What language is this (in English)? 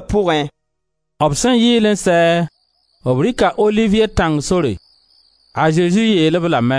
Mossi